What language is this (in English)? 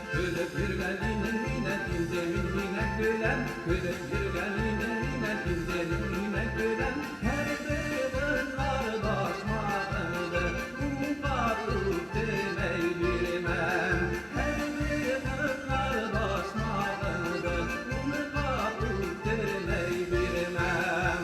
Bashkir